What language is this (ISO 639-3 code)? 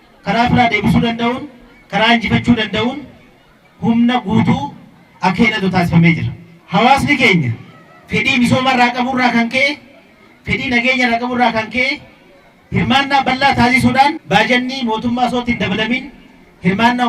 orm